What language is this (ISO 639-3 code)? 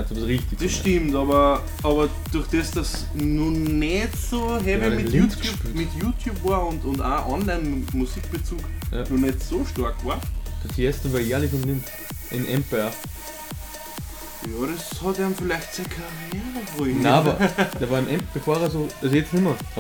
deu